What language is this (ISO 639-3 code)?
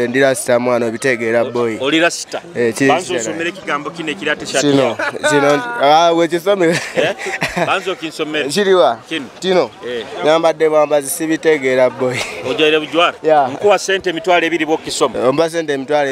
nyo